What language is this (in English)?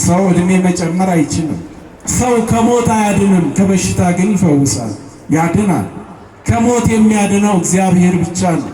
Amharic